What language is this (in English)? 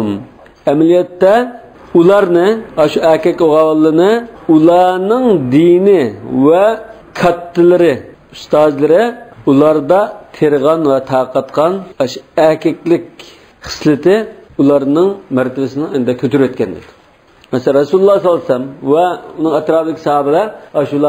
Uyghur